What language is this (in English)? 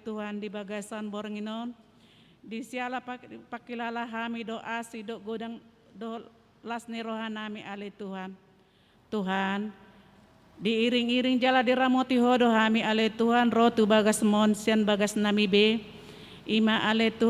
Batak Toba